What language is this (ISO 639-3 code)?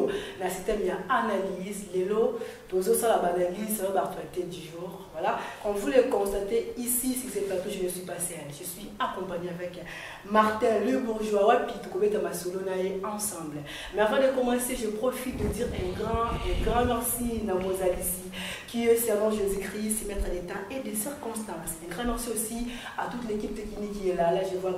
lin